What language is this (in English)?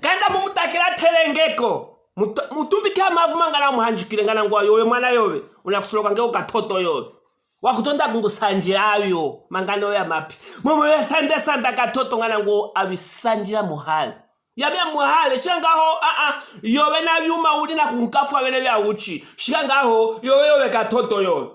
Luvale